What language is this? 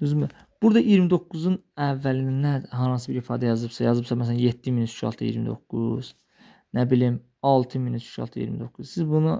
Azerbaijani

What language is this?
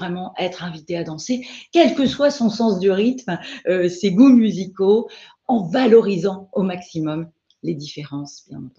French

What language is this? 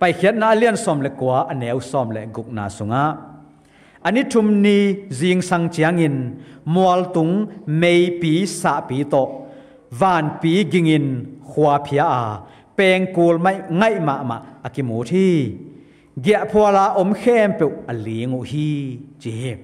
Tedim Chin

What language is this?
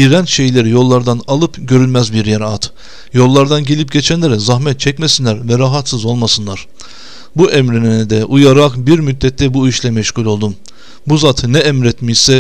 Turkish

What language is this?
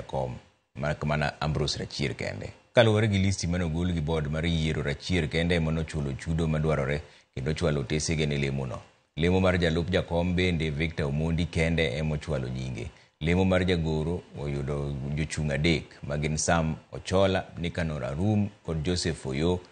Luo (Kenya and Tanzania)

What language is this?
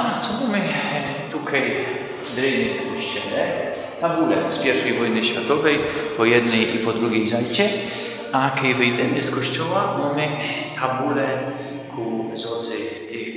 Silesian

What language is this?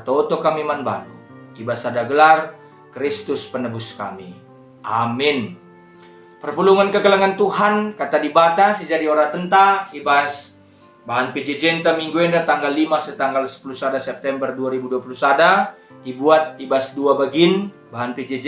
Batak Karo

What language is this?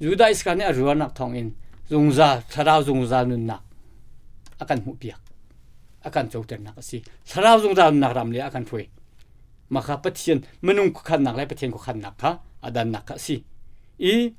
Hakha Chin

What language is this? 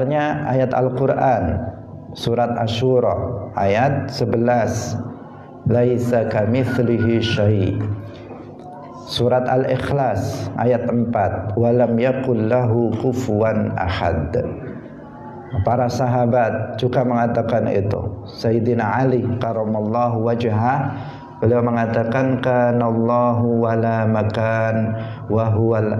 Indonesian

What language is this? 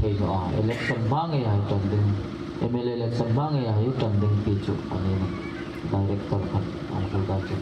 Hmar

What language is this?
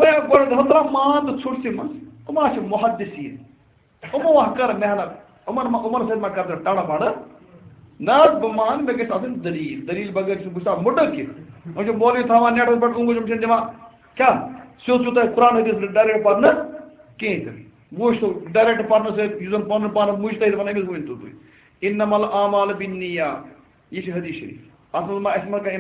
Kashmiri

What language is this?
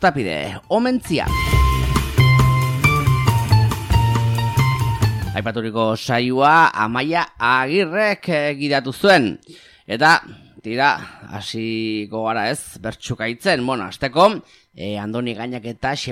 Basque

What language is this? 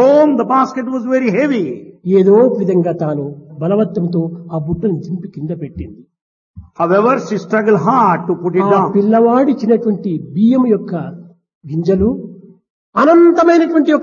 Telugu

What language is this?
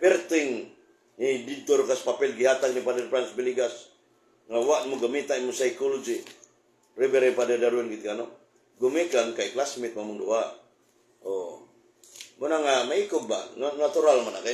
Cebuano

